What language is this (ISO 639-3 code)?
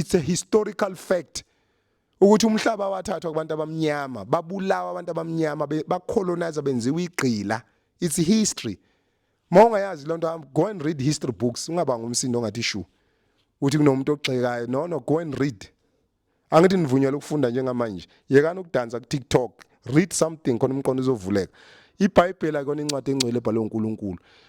zul